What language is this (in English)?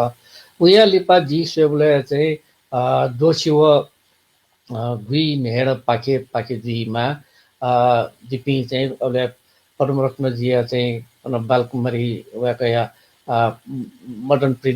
Newari